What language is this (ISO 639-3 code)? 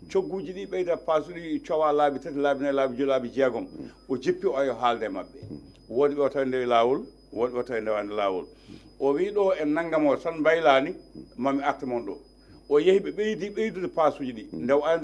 ful